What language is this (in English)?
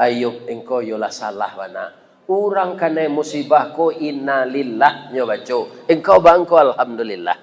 Minangkabau